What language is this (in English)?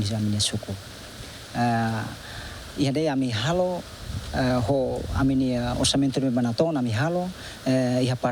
Tetum